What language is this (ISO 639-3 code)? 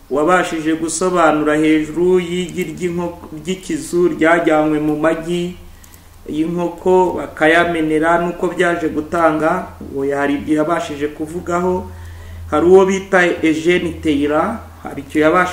kin